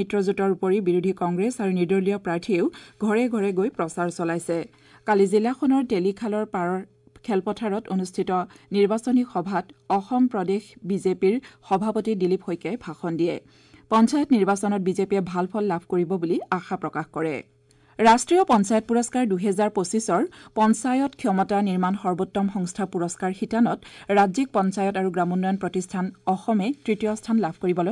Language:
Assamese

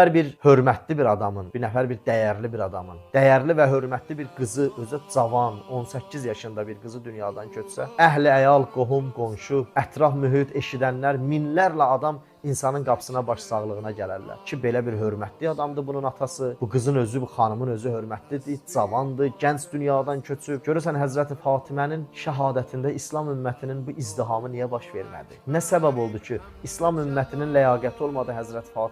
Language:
Azerbaijani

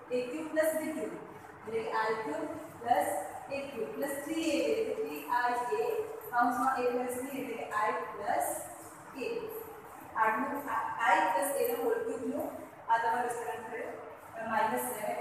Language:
Gujarati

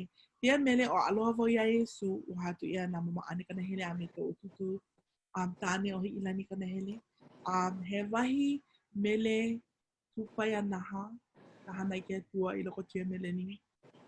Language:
Hawaiian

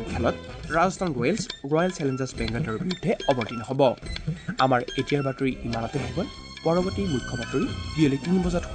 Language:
Assamese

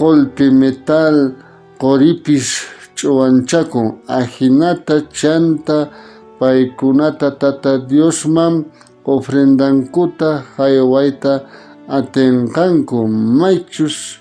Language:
South Bolivian Quechua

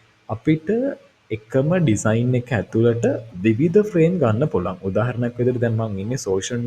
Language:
Sinhala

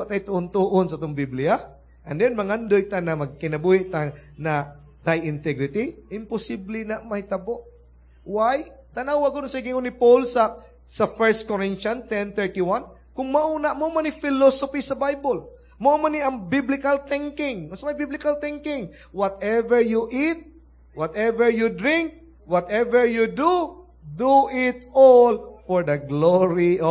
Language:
Cebuano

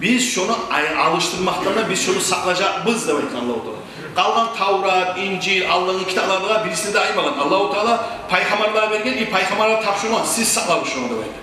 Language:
Kumyk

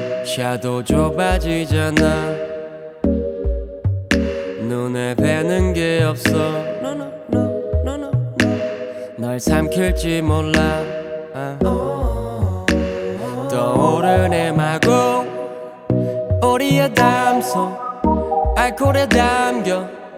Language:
Korean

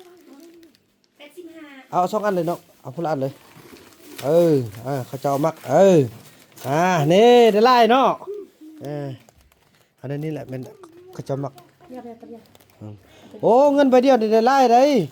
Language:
Northeastern Thai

